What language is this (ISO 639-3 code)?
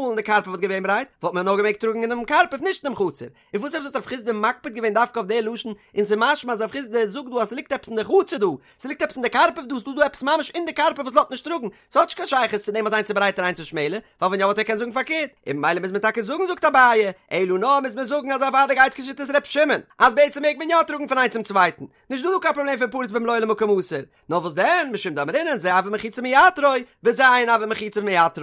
yid